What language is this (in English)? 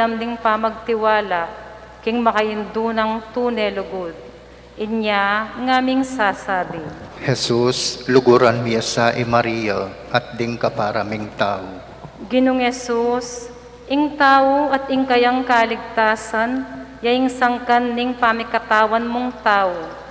Pampanga